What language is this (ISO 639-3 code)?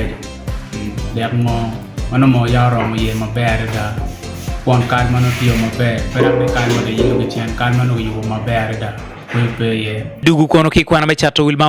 ach